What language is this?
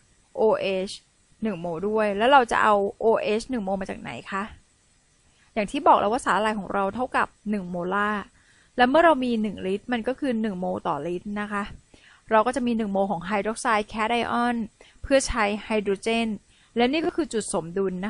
Thai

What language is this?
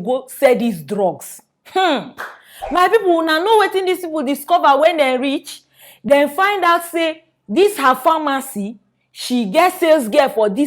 Nigerian Pidgin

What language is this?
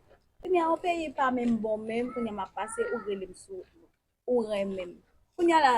Haitian Creole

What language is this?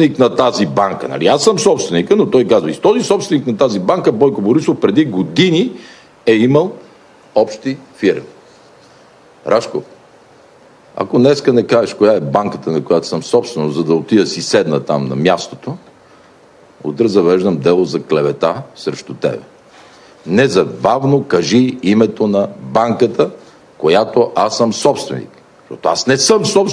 Bulgarian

